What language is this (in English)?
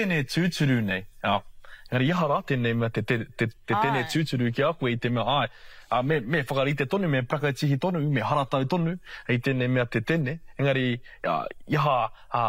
Māori